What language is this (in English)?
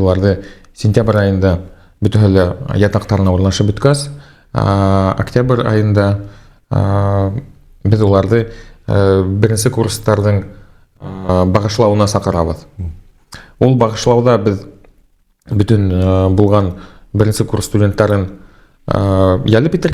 Bashkir